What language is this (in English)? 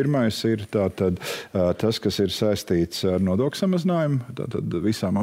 Latvian